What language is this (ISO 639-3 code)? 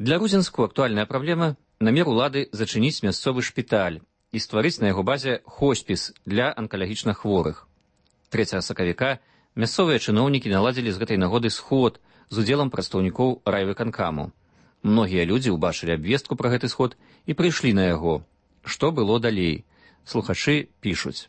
bel